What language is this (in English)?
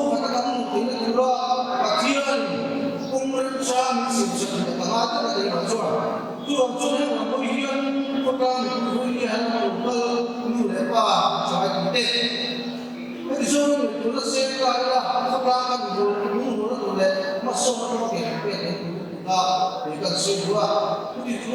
Mizo